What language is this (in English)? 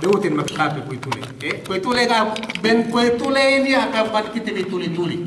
Yakan